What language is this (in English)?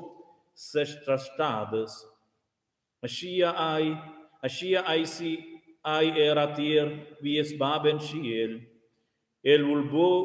Romansh